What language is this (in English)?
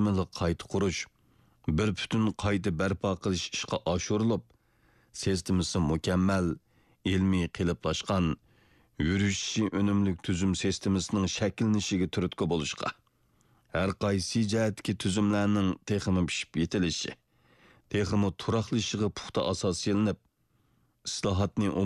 Uyghur